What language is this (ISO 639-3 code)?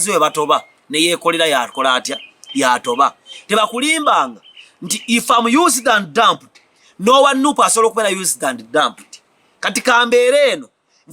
lug